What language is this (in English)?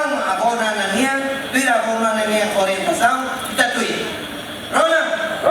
Tetum